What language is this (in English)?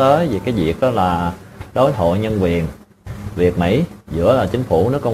Vietnamese